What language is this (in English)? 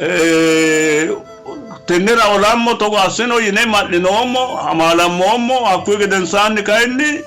Sidamo